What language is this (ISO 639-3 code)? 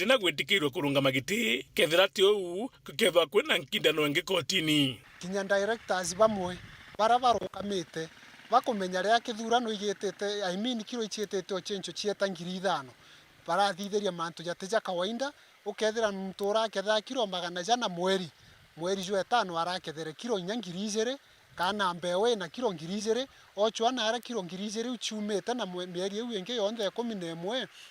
mer